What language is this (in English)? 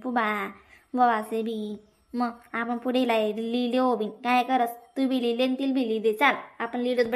Khandesi